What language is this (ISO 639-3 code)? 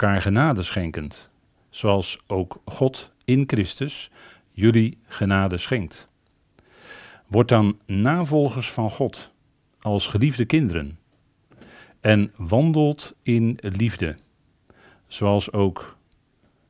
nld